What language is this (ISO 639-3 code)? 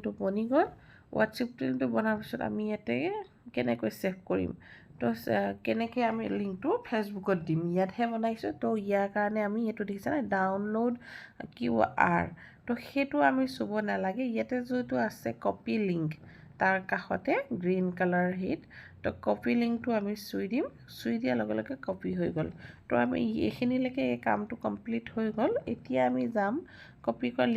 asm